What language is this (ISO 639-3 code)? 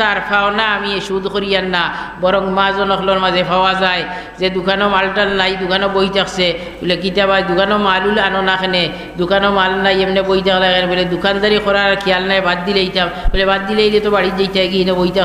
syl